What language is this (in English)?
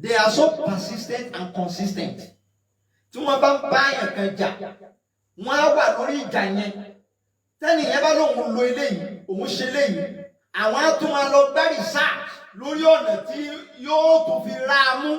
Yoruba